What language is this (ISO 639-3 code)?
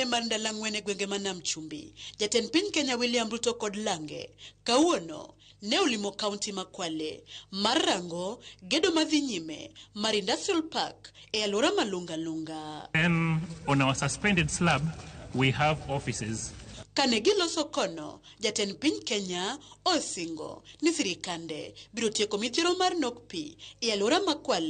luo